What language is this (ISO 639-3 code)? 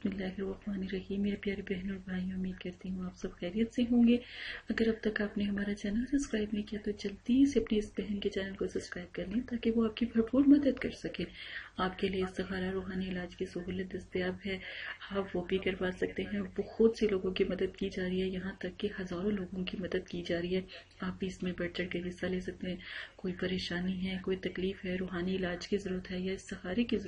urd